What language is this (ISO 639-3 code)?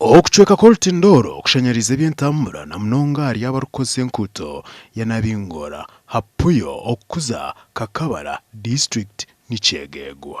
nyn